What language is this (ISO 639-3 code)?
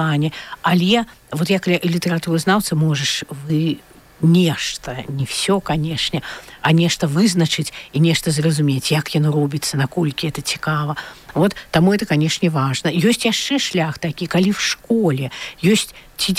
bel